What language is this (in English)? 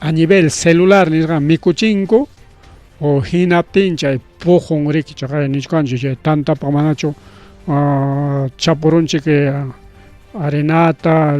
Ayacucho Quechua